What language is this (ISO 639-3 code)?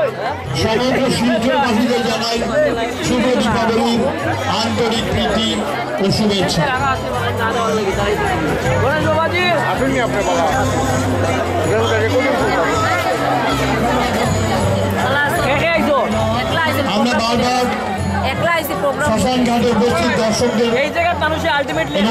ben